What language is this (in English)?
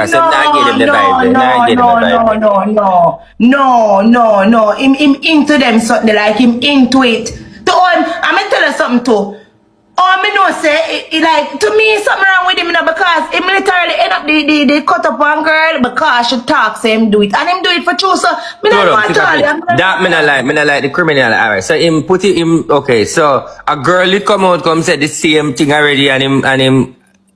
Jamaican Creole English